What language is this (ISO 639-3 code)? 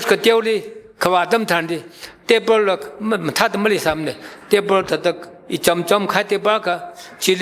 nmf